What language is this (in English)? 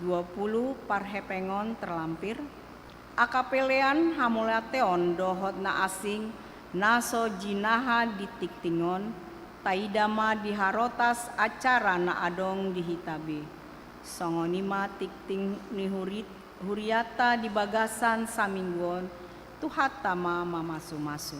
Batak Toba